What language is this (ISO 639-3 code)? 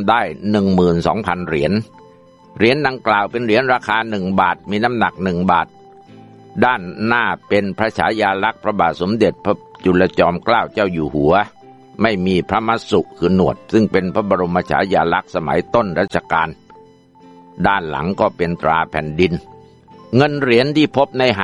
tha